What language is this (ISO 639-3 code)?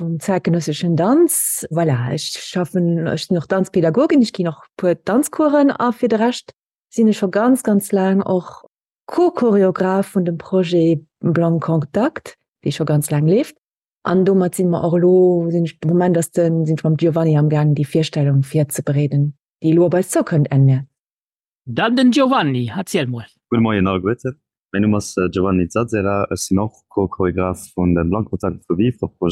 ltz